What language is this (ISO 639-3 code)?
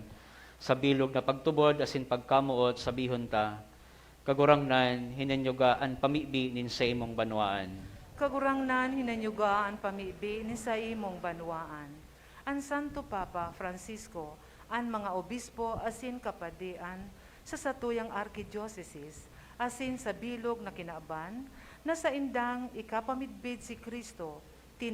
bik